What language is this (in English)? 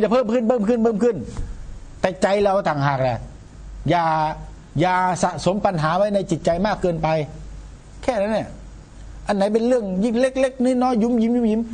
Thai